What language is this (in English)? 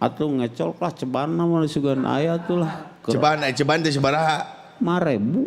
Sundanese